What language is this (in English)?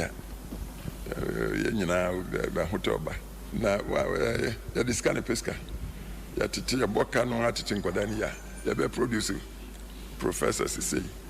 Akan